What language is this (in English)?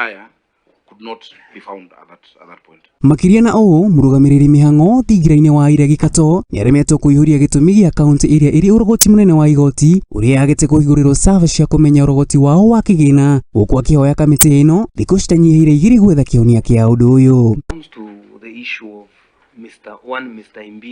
Kikuyu